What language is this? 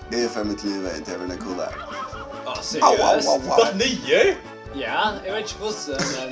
Faroese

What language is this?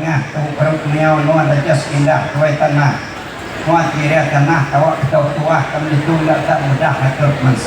Iban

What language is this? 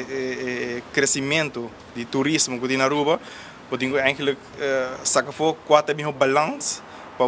Papiamento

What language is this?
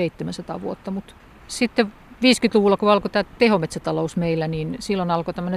Finnish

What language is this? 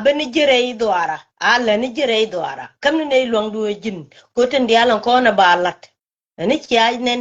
Nuer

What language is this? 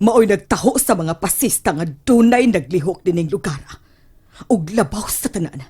Cebuano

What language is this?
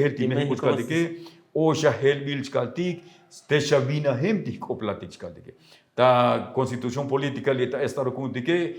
Tzotzil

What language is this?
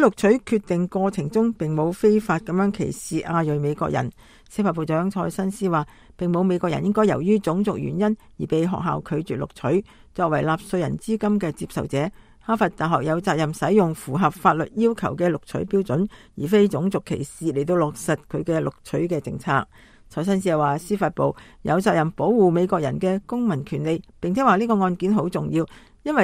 Cantonese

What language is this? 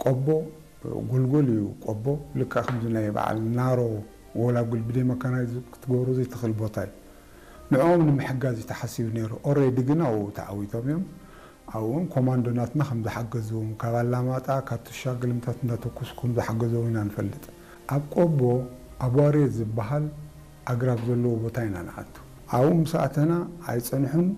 Tigrinya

